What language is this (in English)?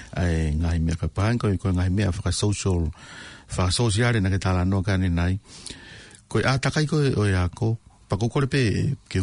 Tongan